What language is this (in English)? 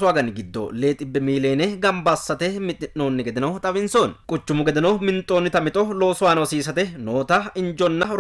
Sidamo